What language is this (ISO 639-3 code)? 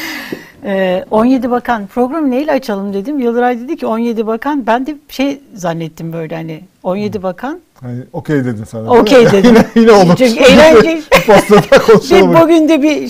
tur